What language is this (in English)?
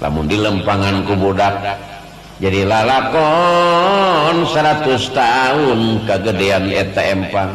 Sundanese